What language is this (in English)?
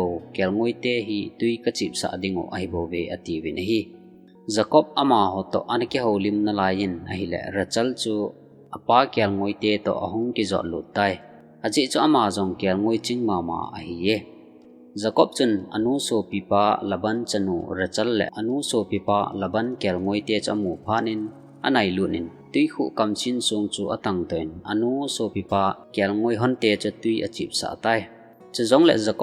Thado Chin